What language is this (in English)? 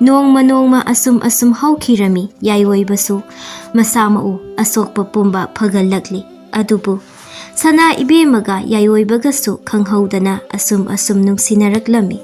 Manipuri